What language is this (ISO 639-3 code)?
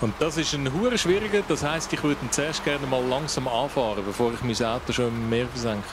gsw